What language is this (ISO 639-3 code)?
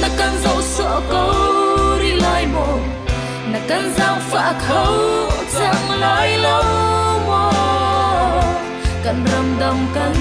cnh